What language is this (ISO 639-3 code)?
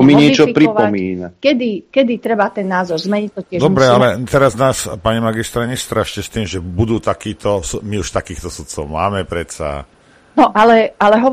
slk